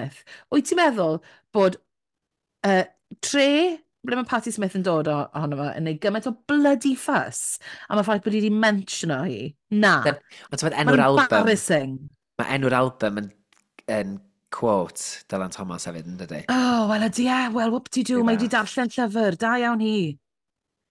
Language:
Welsh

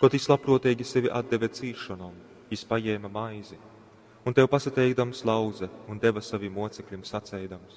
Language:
Latgalian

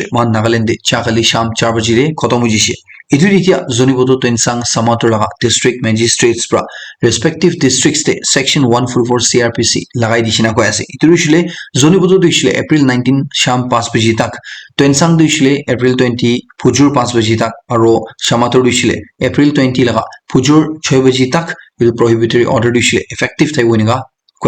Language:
Naga Pidgin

